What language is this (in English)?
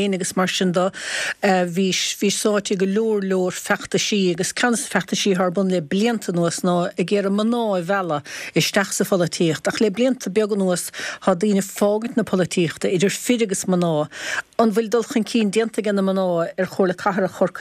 Irish